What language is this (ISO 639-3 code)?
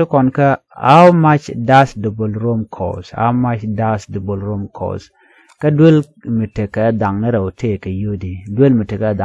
nus